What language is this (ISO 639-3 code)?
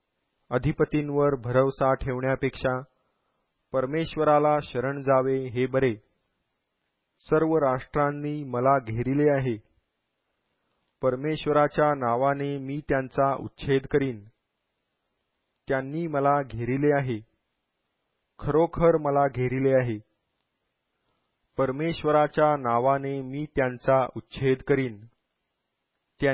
mar